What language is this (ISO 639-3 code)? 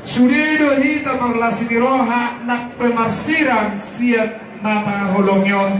bbc